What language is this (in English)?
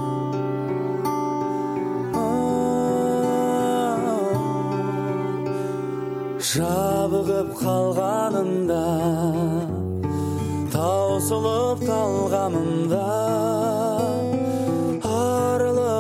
Kazakh